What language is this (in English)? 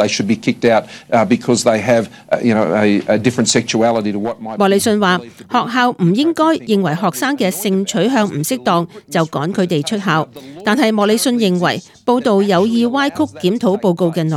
Cantonese